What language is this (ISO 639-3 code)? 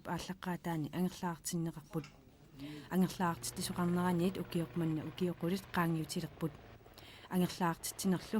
kal